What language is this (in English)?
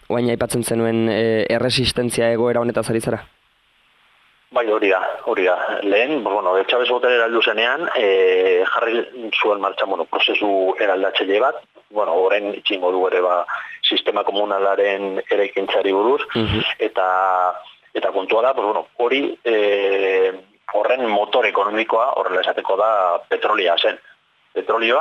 Basque